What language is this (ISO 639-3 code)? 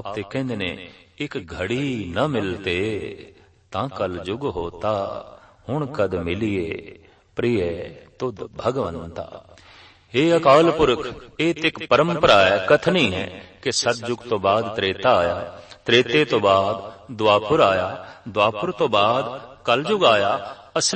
pan